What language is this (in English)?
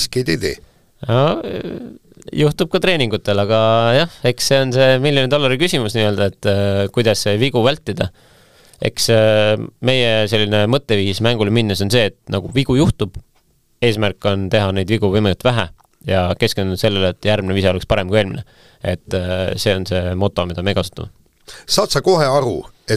Estonian